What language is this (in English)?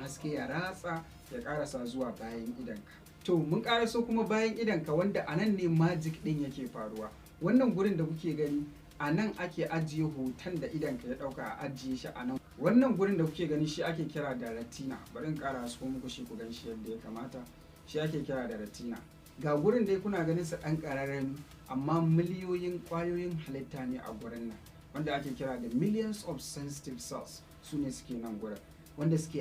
Hausa